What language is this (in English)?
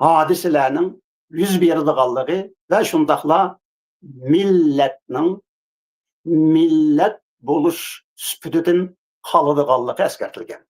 Uyghur